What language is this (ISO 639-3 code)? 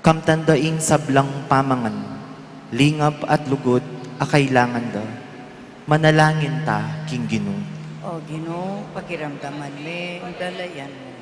pam